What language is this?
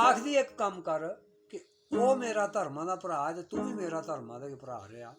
Dogri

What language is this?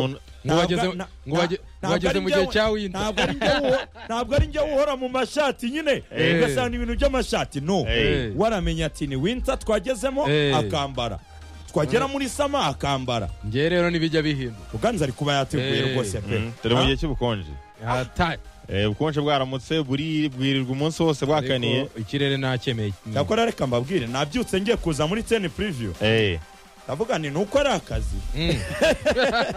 Kinyarwanda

